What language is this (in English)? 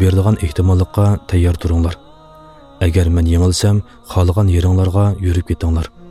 Uyghur